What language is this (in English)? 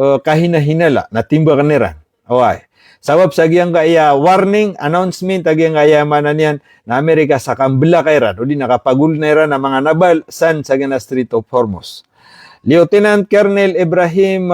Maranao